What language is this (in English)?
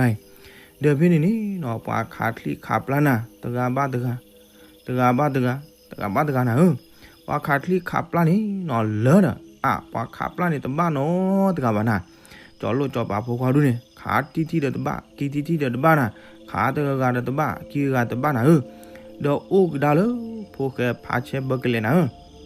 S'gaw Karen